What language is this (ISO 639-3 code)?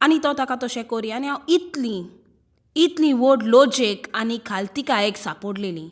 kok